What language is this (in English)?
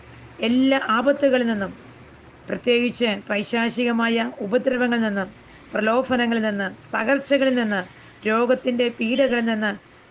Malayalam